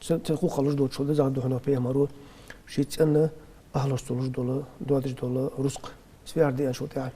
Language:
Ingush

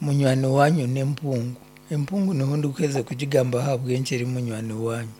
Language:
Nyankole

